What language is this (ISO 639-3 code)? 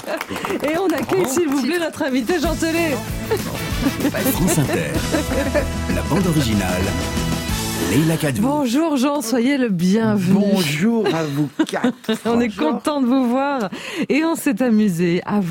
fra